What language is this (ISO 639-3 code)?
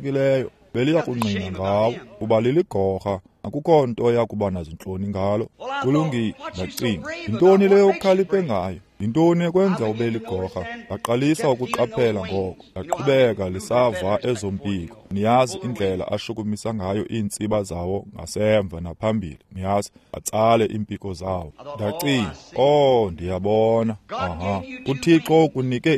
xho